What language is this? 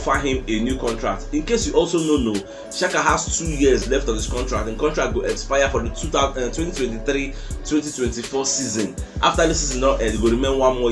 Nigerian Pidgin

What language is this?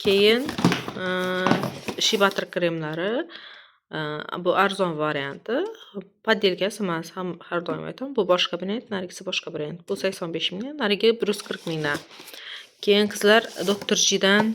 Uzbek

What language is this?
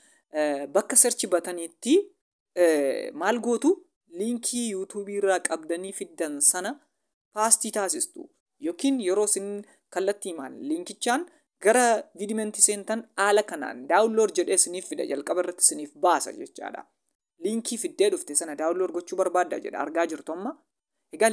Oromo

